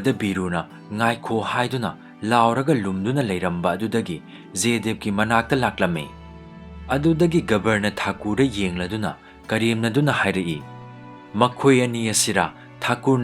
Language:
Manipuri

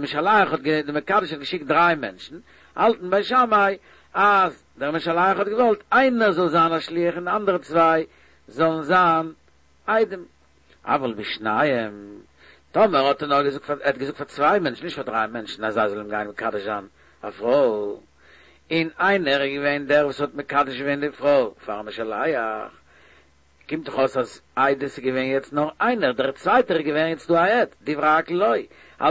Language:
Yiddish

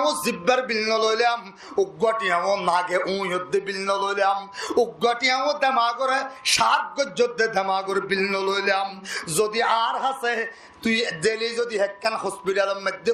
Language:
Rohingya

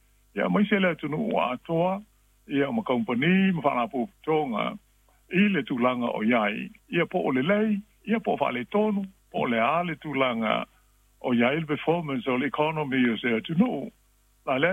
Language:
Samoan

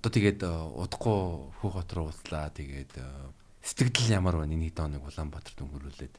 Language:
Mongolian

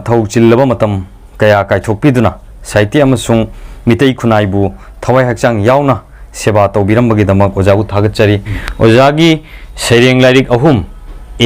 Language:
Manipuri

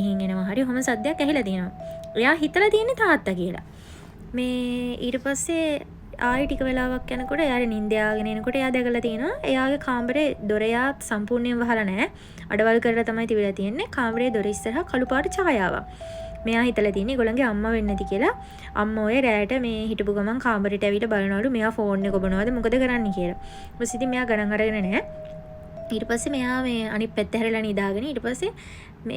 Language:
Sinhala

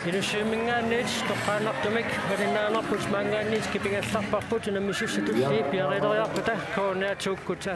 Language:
Kalaallisut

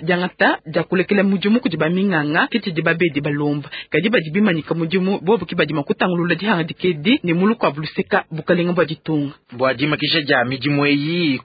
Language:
Luba-Lulua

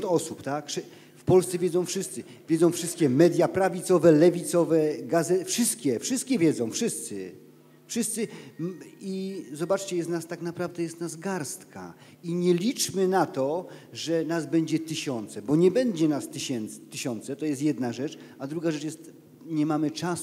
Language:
Polish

